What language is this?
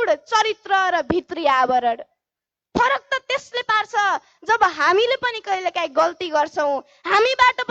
Nepali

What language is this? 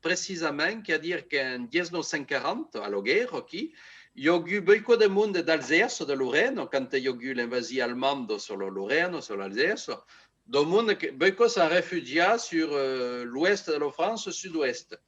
Occitan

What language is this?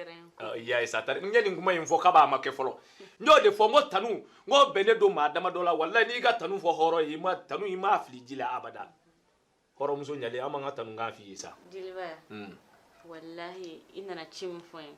Bambara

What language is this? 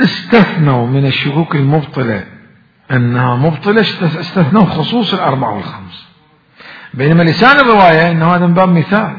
Mesopotamian Arabic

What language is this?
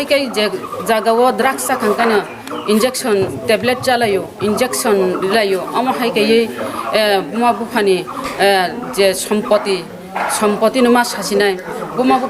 Kok Borok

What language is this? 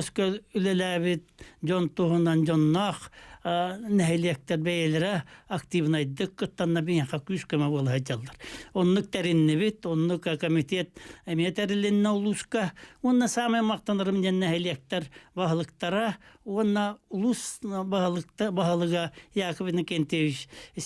Yakut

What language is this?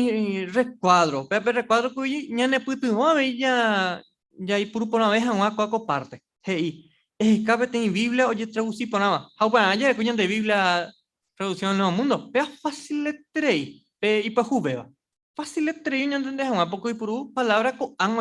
Guarani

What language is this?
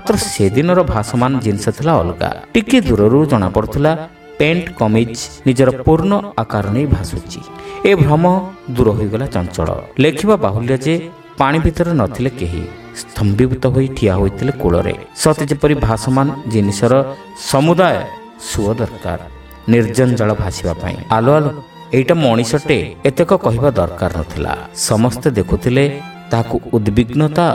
Odia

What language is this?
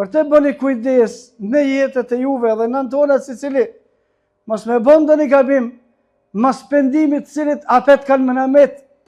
Albanian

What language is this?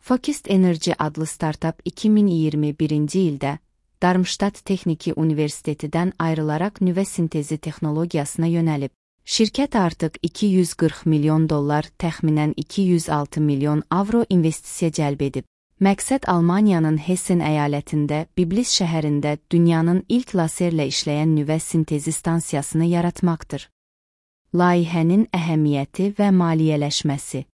Azerbaijani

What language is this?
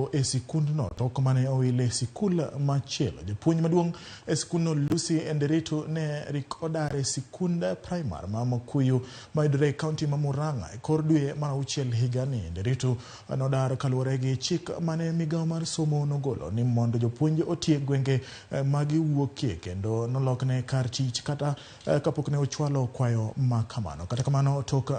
Luo (Kenya and Tanzania)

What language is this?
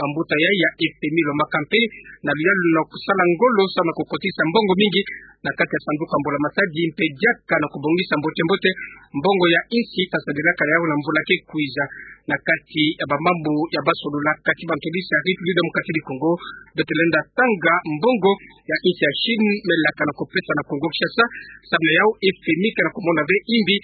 Kituba (Democratic Republic of Congo)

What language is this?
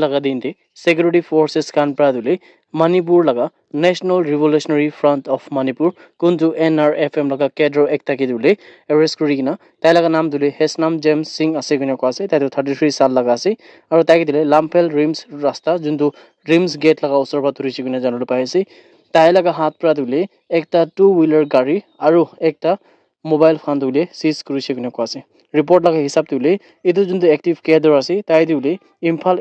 Naga Pidgin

